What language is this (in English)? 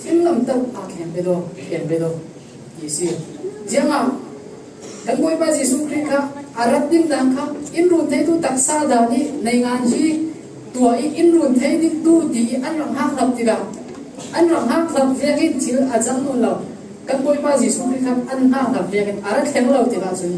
Falam Chin